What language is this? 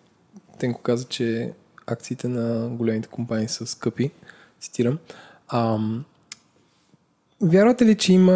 Bulgarian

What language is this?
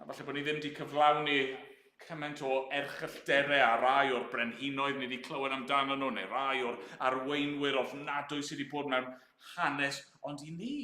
Welsh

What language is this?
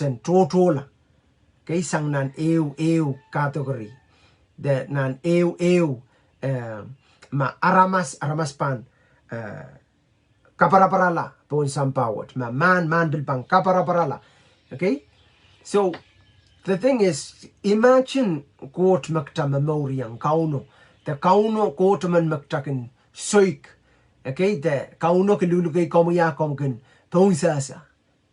Pohnpeian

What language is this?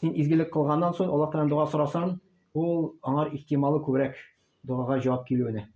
Tatar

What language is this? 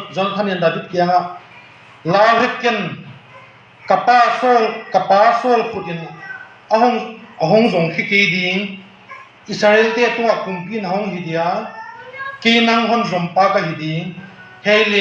Tedim Chin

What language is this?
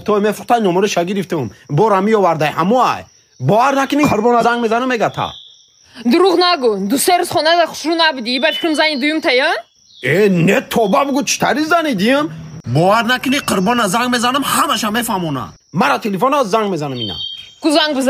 Tajik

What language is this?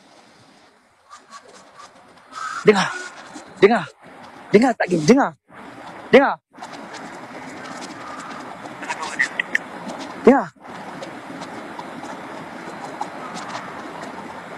Malay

